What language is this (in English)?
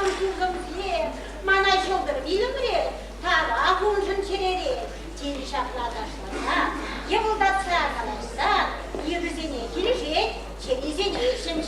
Chuvash